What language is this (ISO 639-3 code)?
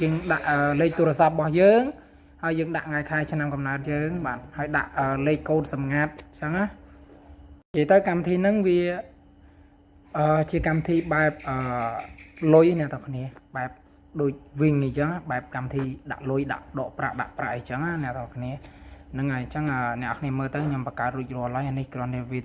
khm